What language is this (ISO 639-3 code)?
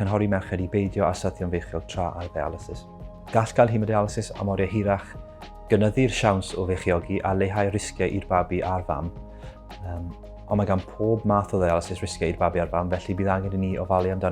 cym